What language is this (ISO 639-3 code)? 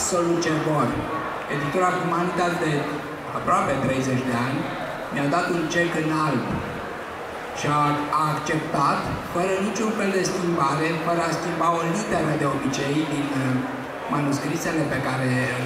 ron